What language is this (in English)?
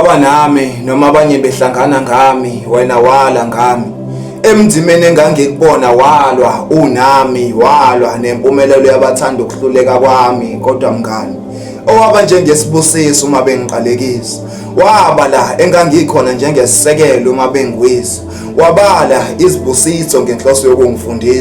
Zulu